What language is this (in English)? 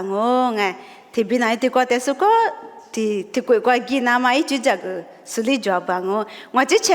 Lisu